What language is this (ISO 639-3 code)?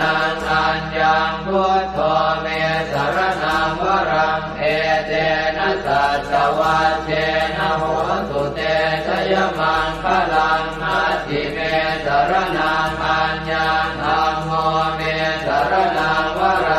pli